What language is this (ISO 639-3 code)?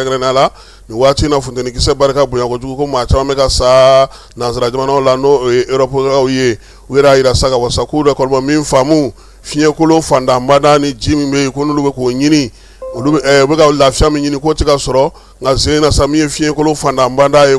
bam